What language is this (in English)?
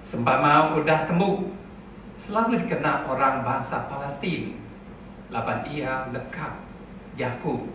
Iban